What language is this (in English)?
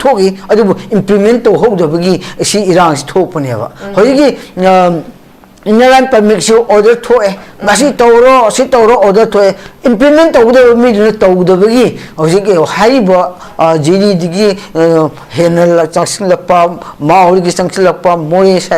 Manipuri